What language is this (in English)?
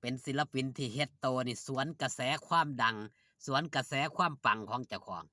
Northeastern Thai